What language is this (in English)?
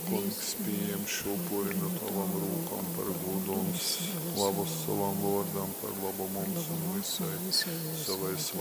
Latgalian